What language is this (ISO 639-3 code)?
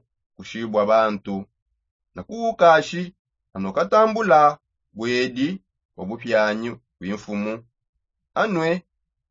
sop